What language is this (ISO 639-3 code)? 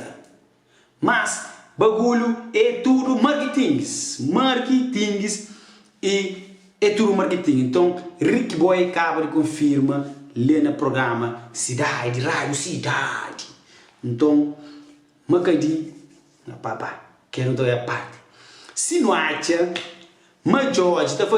kea